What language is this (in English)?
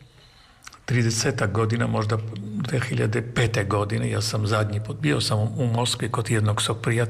Serbian